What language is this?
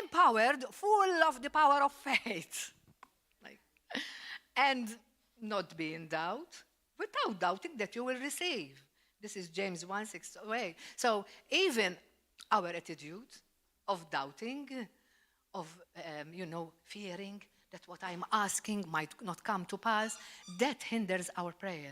English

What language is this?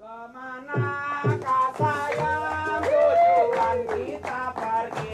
Betawi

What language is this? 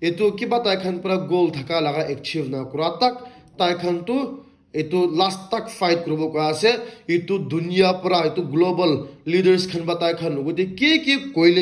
Naga Pidgin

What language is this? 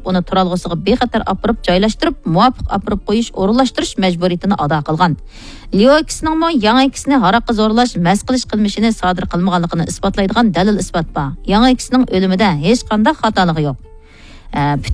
Uyghur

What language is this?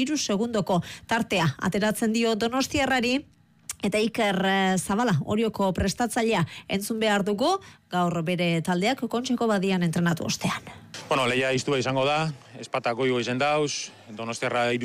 Basque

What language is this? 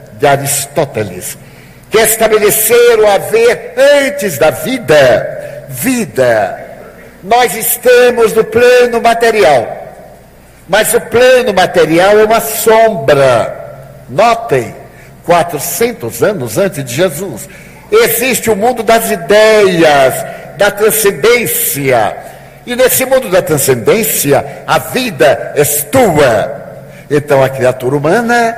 Portuguese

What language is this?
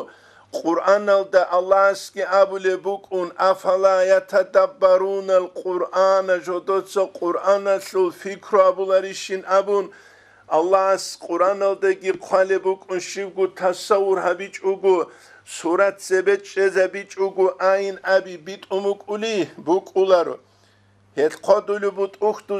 Avaric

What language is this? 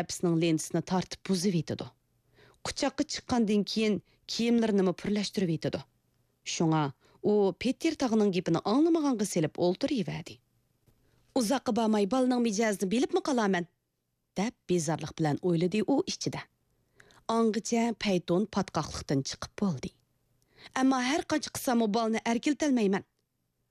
Uyghur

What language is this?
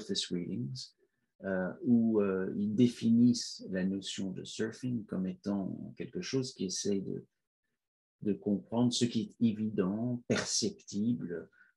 French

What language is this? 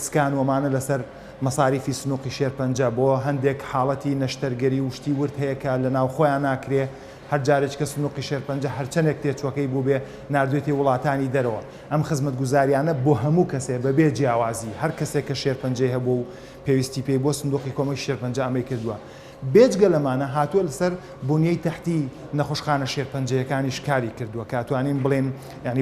Central Kurdish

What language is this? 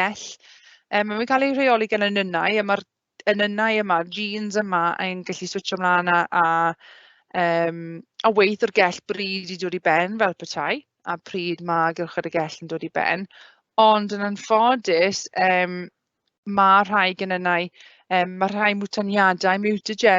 Welsh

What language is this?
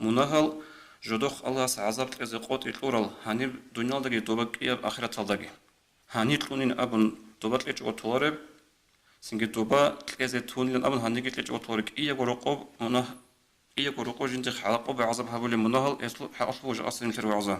Avaric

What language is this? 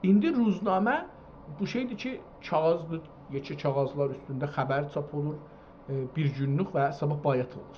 South Azerbaijani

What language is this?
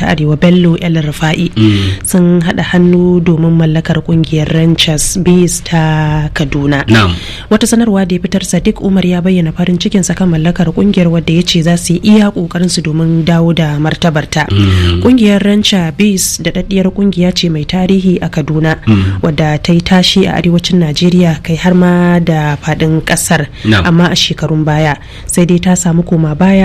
Hausa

